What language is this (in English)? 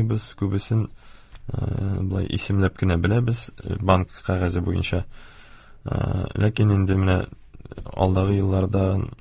Tatar